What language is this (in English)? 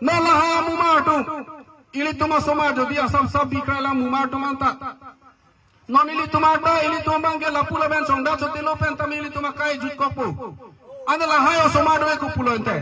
Karbi